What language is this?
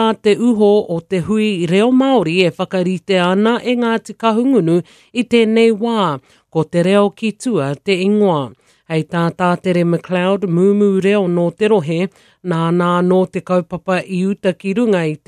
Māori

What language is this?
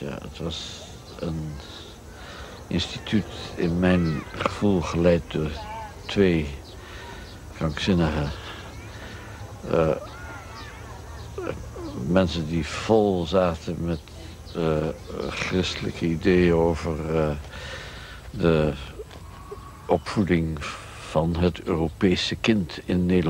Dutch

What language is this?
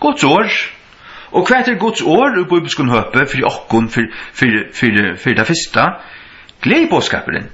Faroese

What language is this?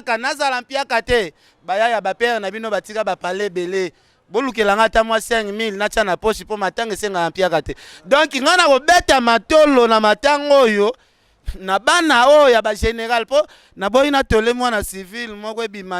Lingala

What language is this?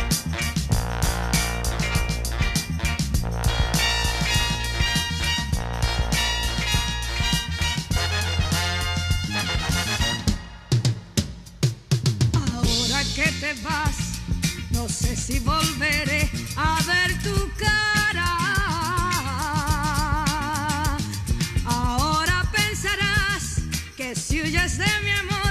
Spanish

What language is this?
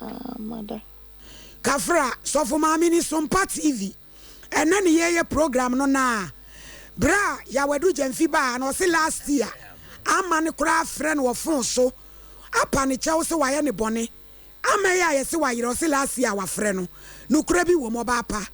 Akan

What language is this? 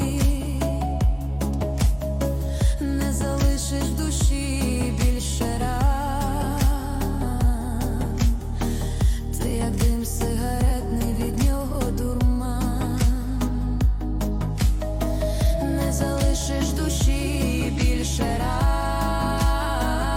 Ukrainian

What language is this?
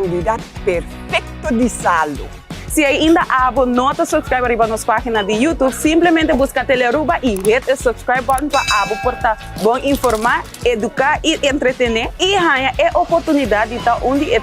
Papiamento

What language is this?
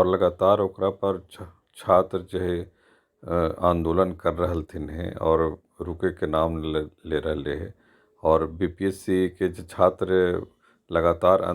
Magahi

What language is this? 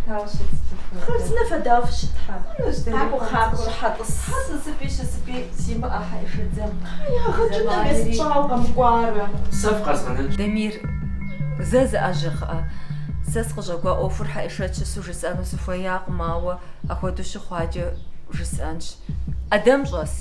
Kabardian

